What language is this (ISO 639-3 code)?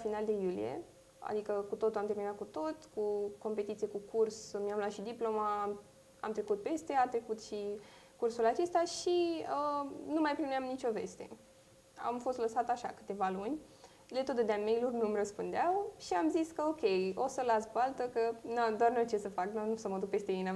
ron